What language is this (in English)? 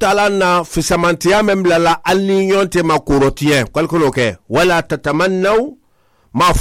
Mandingo